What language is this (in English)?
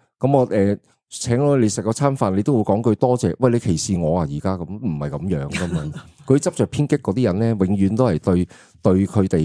Cantonese